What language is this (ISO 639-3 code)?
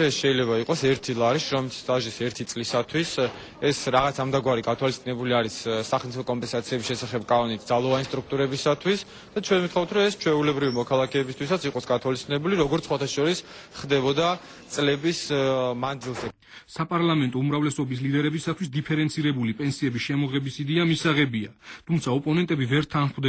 kat